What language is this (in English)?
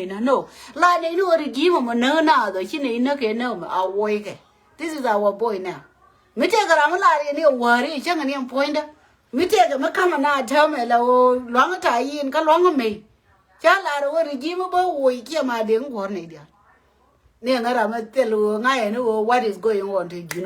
Nuer